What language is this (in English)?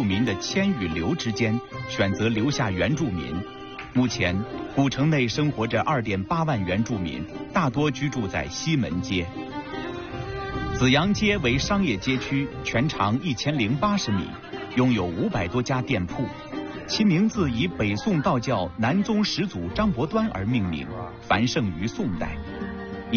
Chinese